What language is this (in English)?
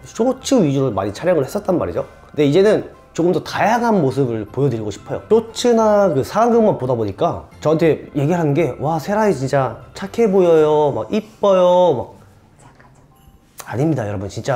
Korean